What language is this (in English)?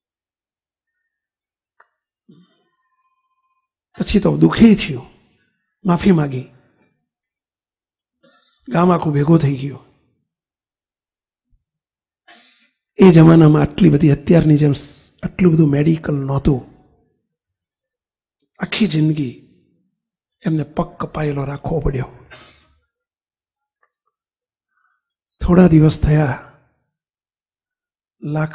Gujarati